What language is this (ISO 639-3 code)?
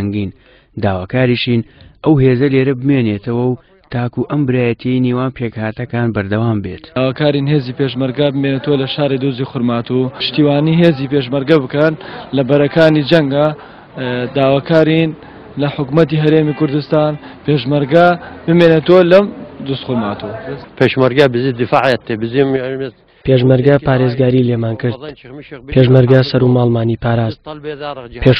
ckb